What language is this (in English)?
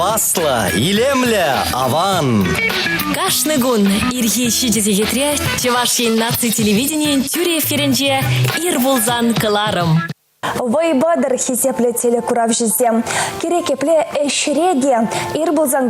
Chuvash